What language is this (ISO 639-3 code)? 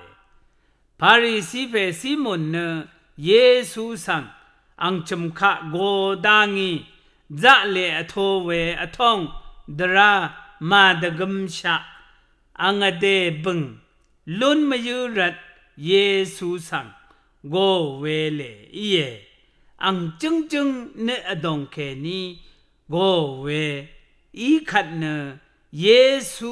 raw